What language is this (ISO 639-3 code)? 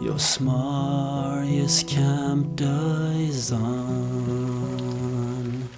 pdt